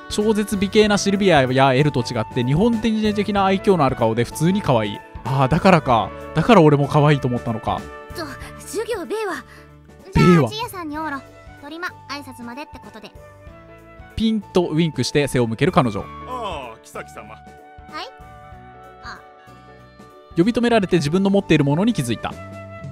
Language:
Japanese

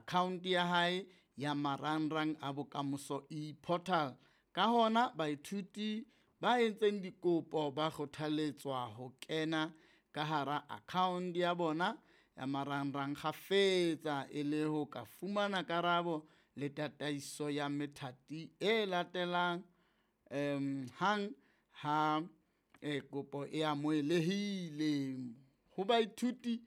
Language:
Southern Sotho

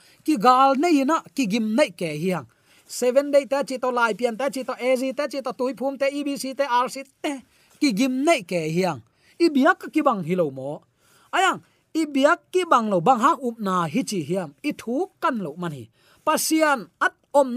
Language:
Tedim Chin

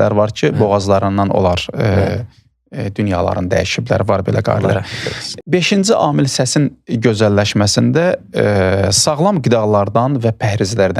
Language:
Azerbaijani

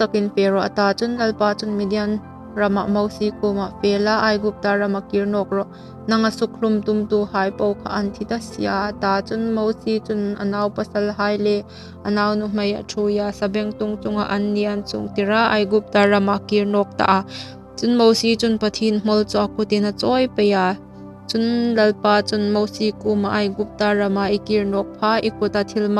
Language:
Hmar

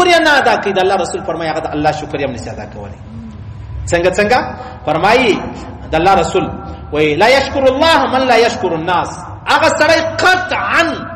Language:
Pashto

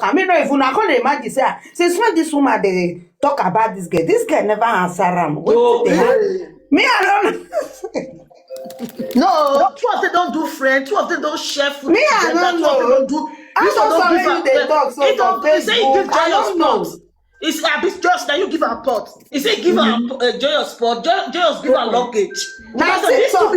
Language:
Nigerian Pidgin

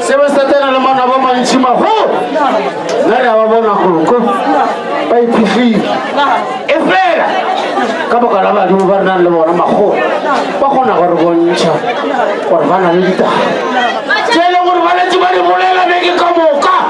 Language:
Northern Sotho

